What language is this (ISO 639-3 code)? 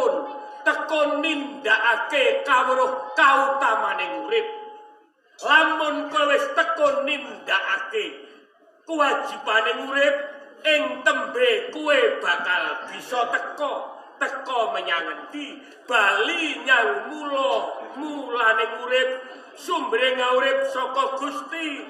jav